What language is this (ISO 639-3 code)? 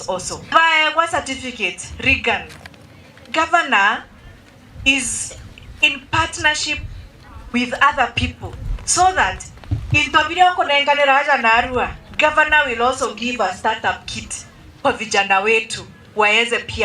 mer